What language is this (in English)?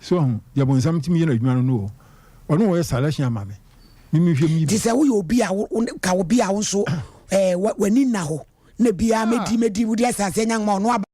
Akan